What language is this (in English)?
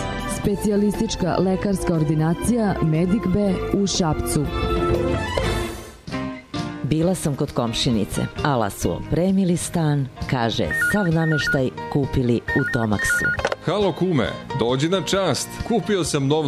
Serbian